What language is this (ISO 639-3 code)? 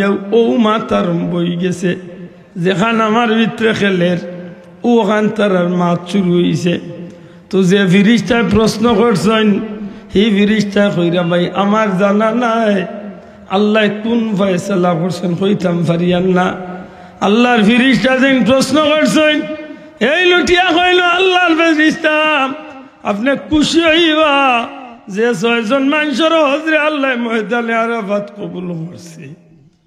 syl